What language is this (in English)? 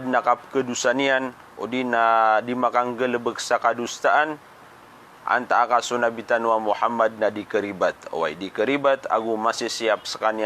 Maranao